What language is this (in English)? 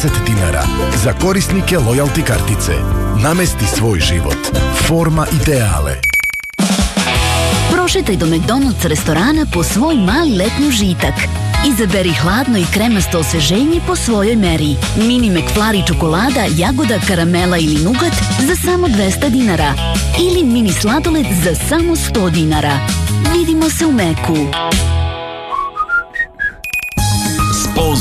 Serbian